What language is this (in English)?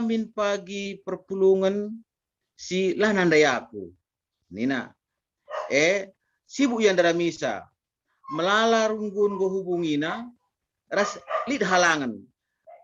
Batak Karo